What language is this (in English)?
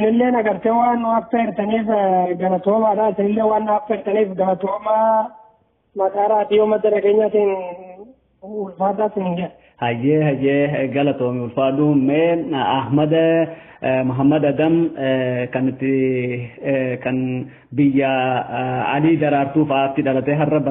Oromo